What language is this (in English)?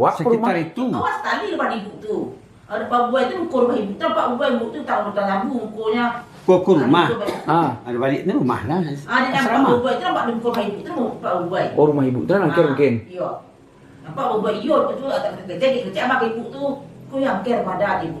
Minangkabau